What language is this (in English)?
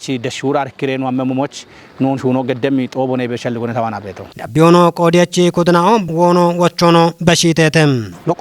Kafa